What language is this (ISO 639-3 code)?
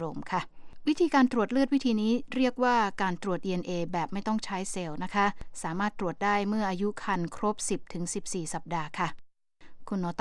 tha